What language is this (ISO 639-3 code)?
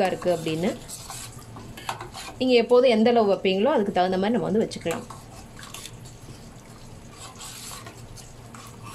tam